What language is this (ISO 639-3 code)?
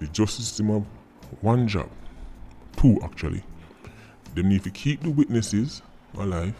jam